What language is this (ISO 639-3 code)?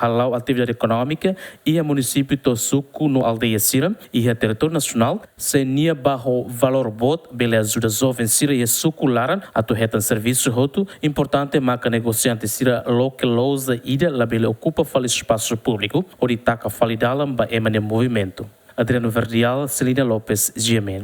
tet